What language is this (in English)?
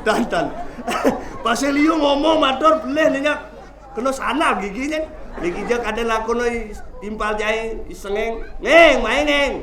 Balinese